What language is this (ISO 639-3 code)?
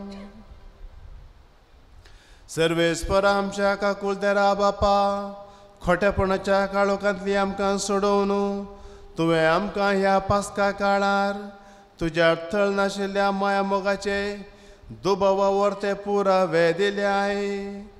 kok